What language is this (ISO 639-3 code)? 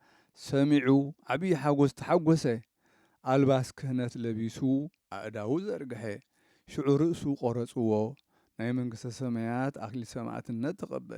tir